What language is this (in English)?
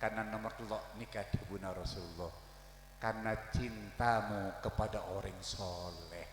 Madurese